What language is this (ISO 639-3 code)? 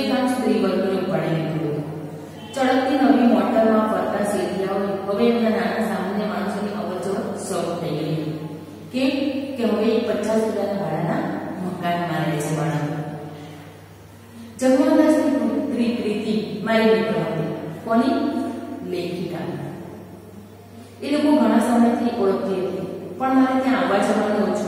guj